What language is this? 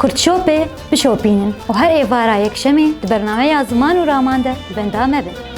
Kurdish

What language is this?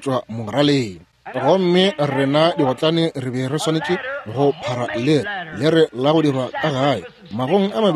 Northern Sotho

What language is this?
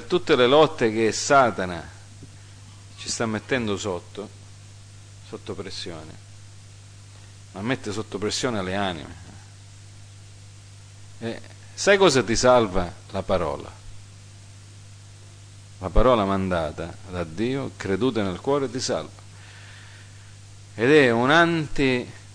Italian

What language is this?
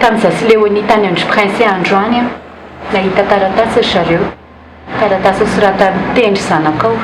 Malagasy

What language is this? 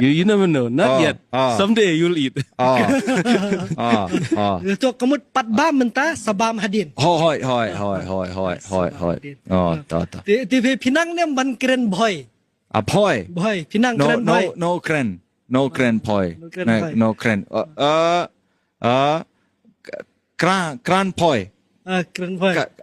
Khasi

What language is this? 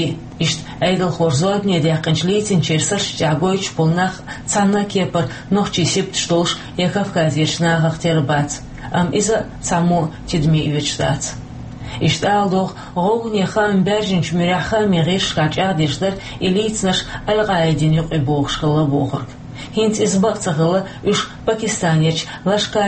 Chechen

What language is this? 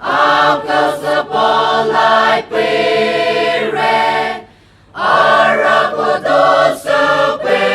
Poumei Naga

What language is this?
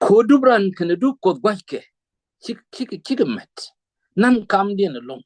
Nuer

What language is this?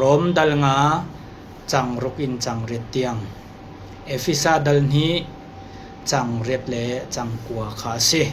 Hakha Chin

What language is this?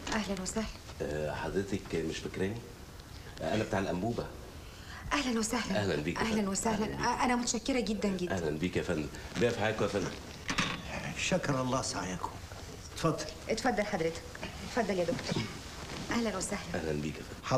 Egyptian Arabic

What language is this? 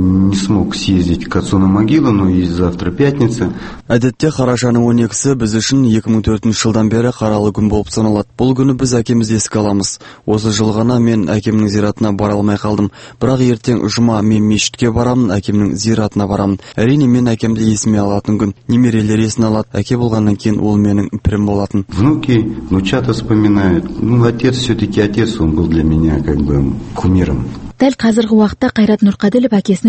Kazakh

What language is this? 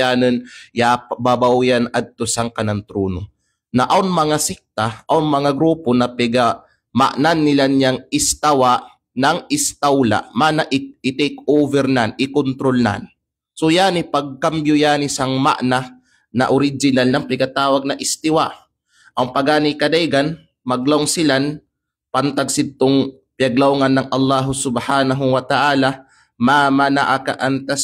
Kalagan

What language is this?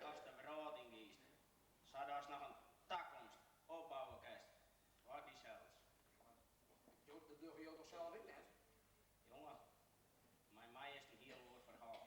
Western Frisian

